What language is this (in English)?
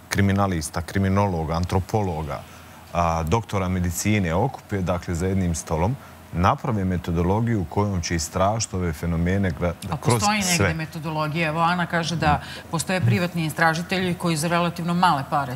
Serbian